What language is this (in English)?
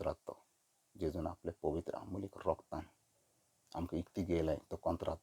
Konkani